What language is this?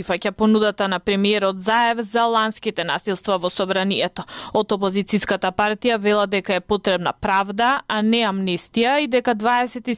Macedonian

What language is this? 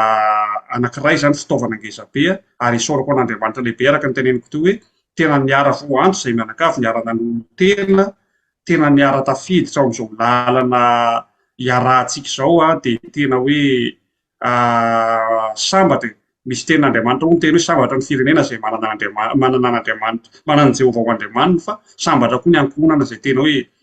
Malagasy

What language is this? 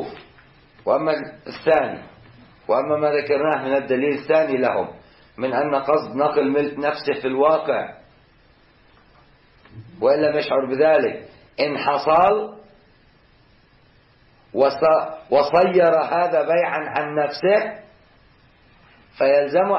Arabic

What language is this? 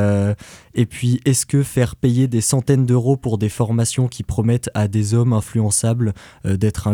French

